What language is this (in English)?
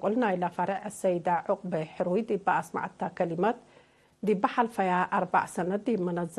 Tigre